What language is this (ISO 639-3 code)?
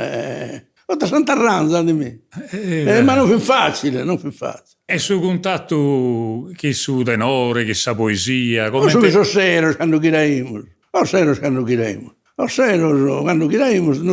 srd